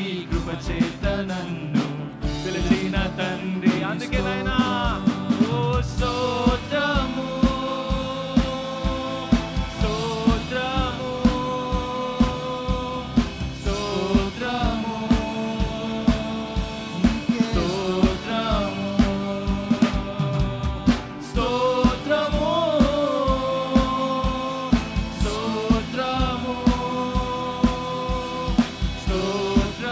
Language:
Telugu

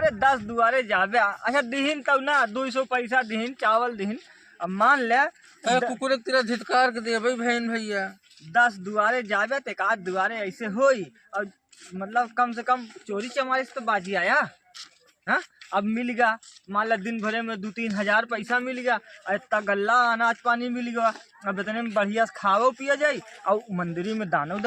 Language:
Awadhi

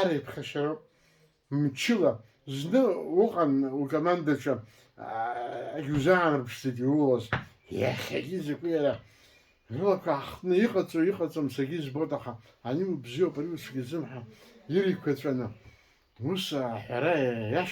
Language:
Abkhazian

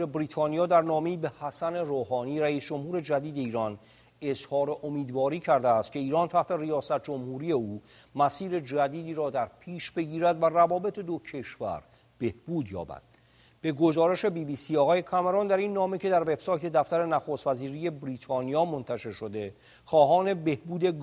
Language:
Persian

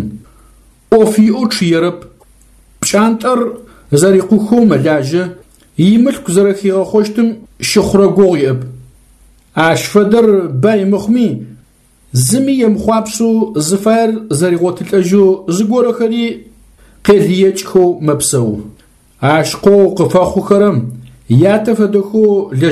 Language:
Adyghe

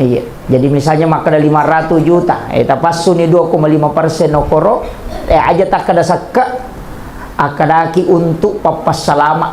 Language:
Buginese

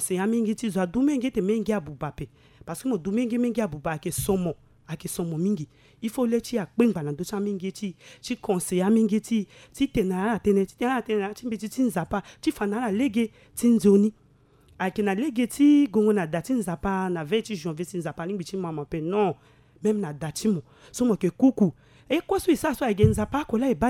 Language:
Sango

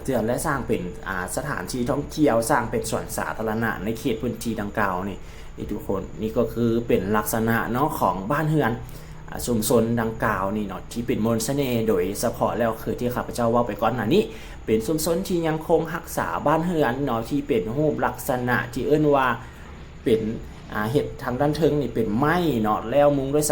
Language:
Lao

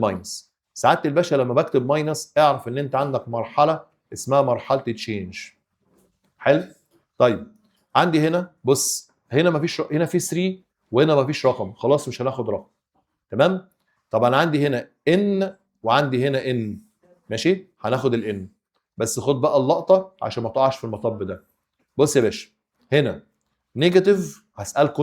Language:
Egyptian Arabic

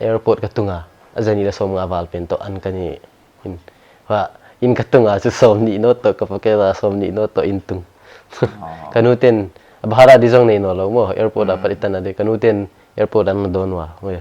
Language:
Paite Chin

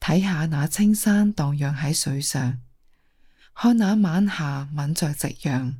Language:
Cantonese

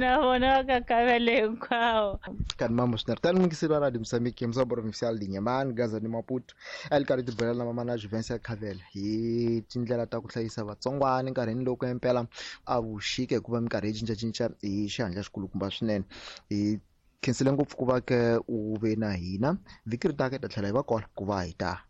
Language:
Tsonga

